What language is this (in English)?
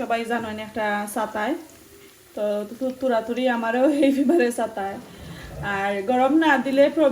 Sylheti